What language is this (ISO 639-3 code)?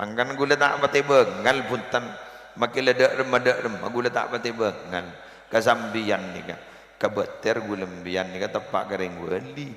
mad